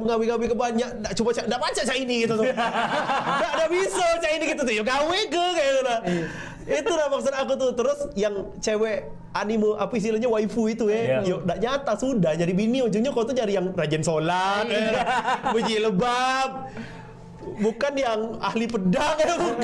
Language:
Musi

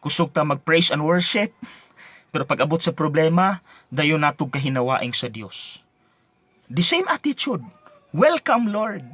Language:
Cebuano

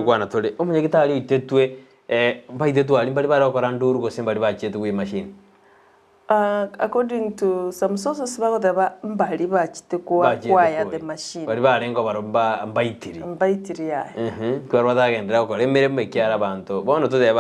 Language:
Gusii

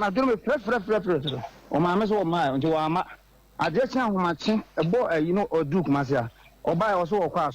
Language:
Akan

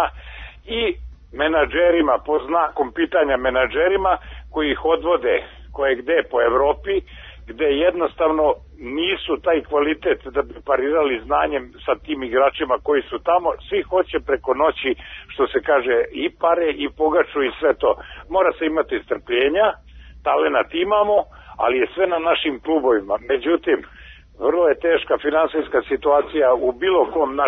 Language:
Serbian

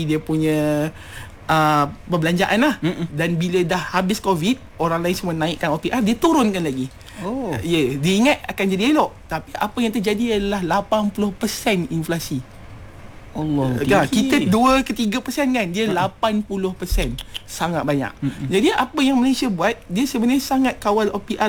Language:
Malay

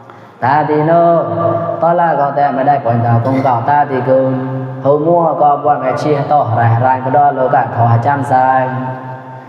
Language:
Mon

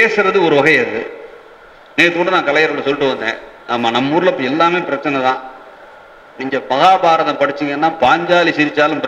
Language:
Tamil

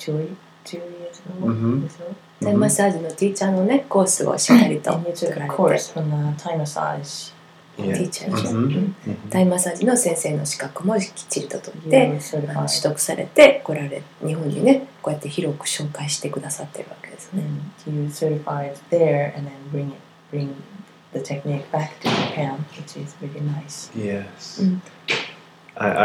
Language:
Japanese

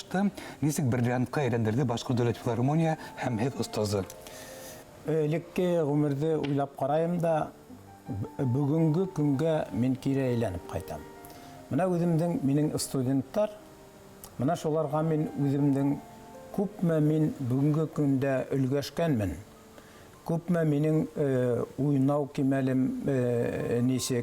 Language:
Tatar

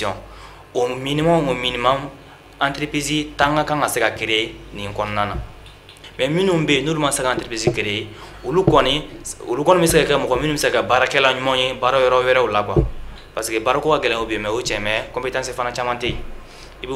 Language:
Bambara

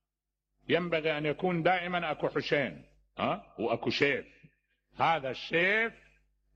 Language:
Mesopotamian Arabic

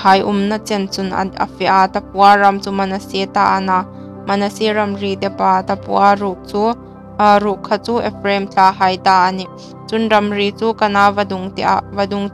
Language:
Hmar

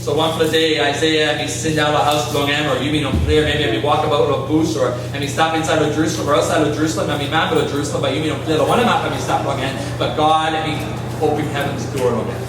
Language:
Tok Pisin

